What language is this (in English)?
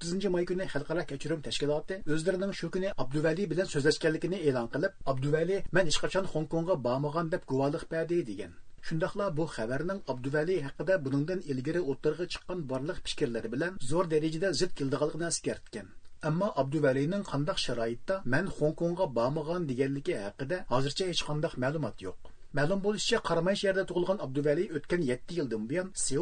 Uyghur